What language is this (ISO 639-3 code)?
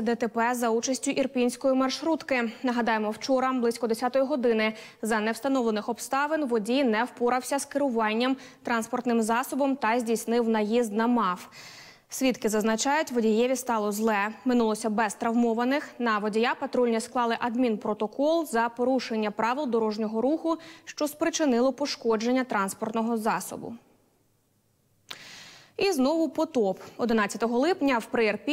ukr